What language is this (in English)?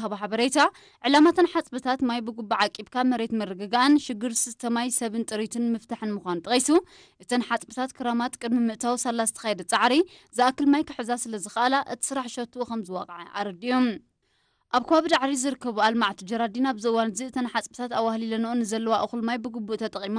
Tigrinya